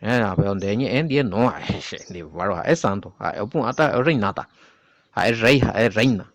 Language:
Guarani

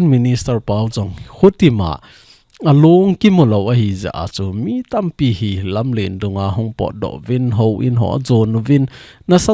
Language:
Thado Chin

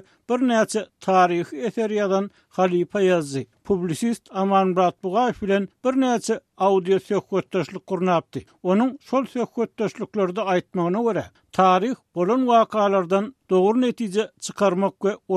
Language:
Turkmen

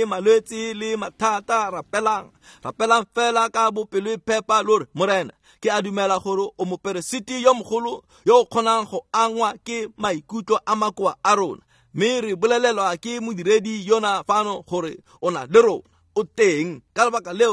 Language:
Tswana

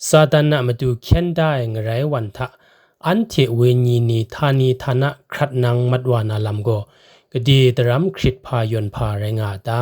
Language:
Kachin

